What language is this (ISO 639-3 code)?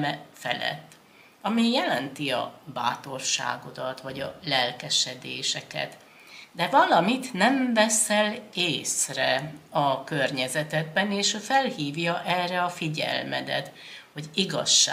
hun